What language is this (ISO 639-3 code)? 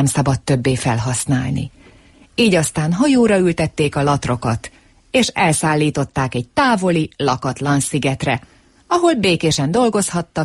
hun